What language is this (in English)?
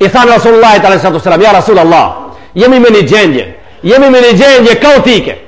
Albanian